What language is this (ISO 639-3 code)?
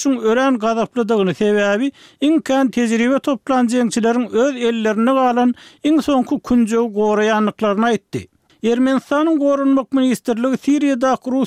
tuk